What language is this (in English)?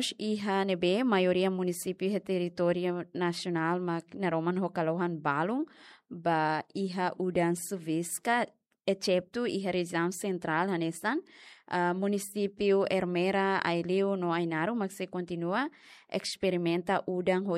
Tetum